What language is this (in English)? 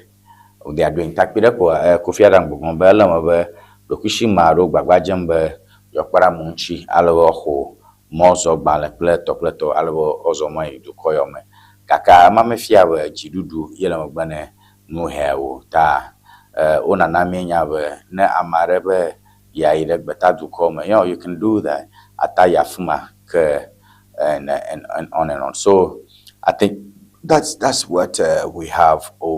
Ewe